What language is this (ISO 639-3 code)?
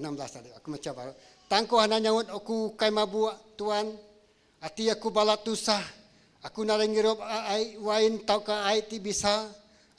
iba